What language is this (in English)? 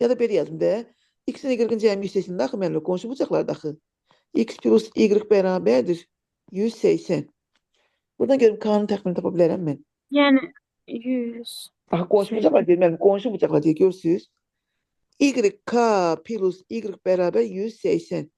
Azerbaijani